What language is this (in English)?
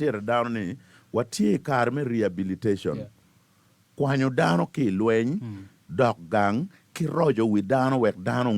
Acoli